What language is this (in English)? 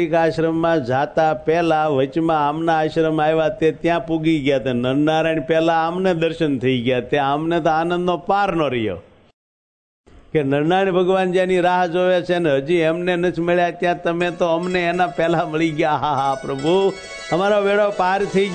Gujarati